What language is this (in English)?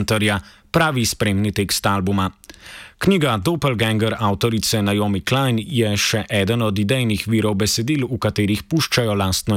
Slovenian